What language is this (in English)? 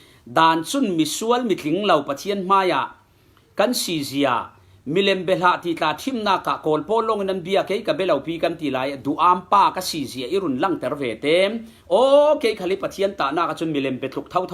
Falam Chin